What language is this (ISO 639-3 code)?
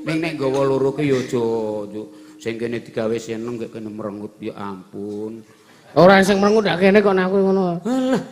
jav